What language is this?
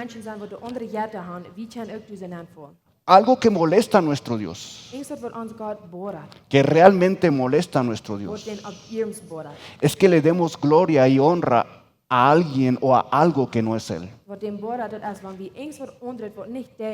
Plautdietsch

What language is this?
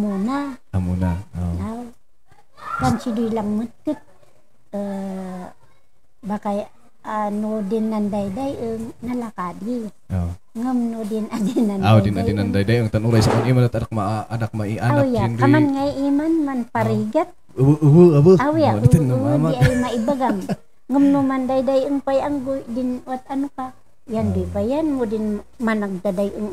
Kankanaey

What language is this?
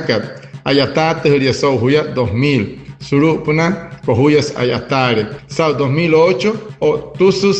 Wayuu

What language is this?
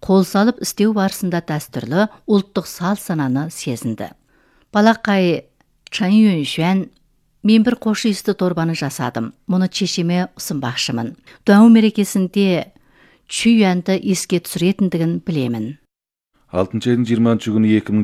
Kazakh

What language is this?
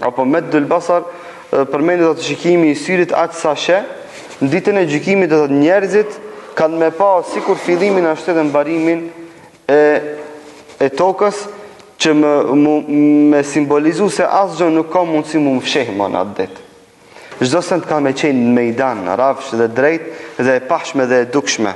Albanian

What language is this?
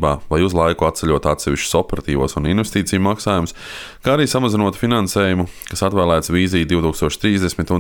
Latvian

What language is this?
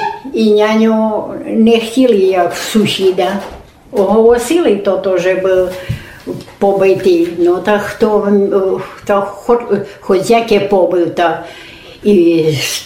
Rusyn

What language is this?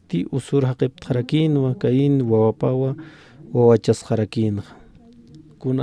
Aymara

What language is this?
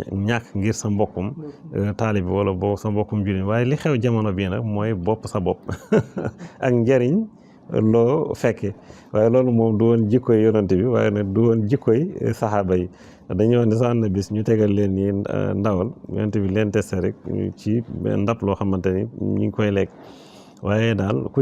Wolof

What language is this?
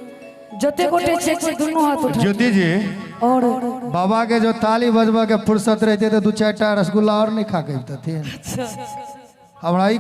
Maithili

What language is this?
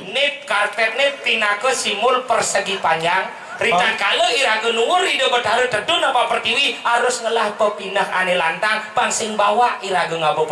Balinese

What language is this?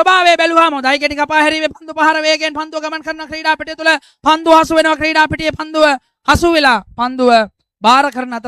Sinhala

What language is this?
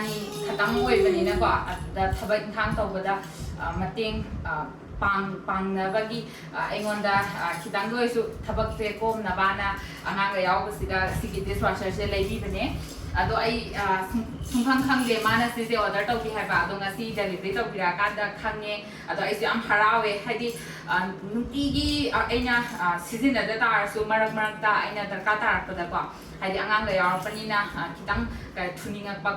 Manipuri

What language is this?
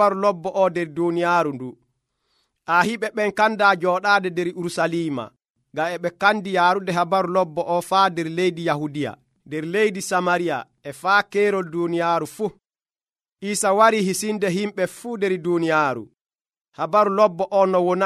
Nigerian Fulfulde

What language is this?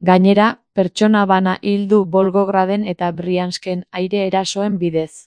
Basque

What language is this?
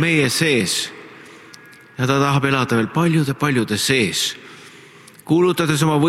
Estonian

